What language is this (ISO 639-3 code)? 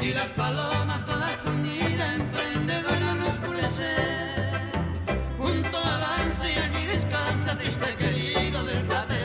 grn